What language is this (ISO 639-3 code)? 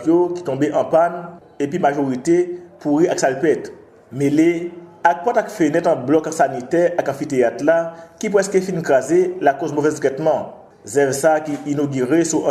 hat